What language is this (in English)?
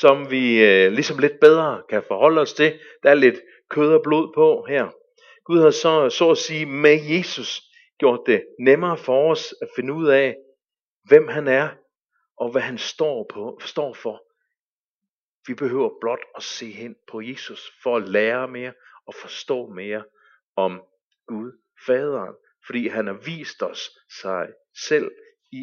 Danish